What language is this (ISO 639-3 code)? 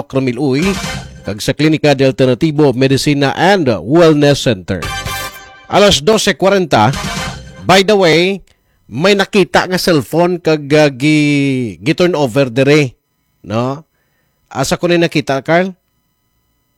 ceb